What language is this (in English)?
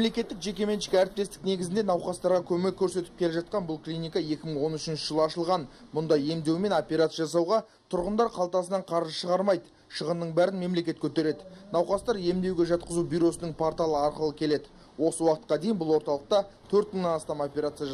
Kazakh